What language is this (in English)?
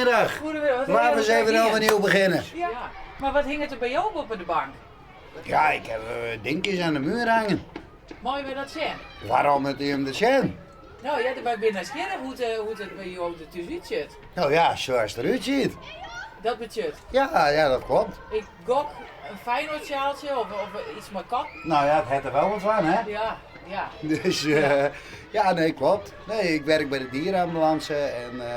Western Frisian